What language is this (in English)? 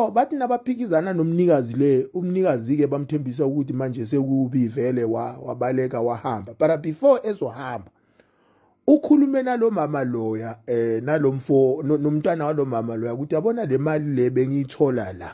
Zulu